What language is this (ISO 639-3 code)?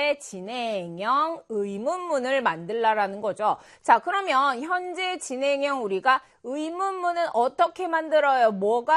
kor